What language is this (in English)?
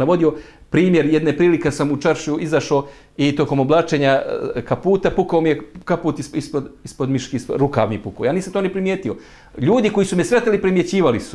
Bosnian